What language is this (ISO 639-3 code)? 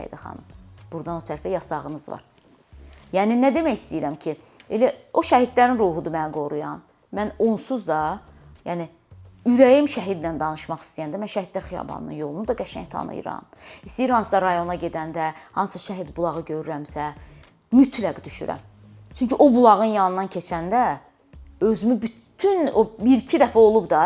aze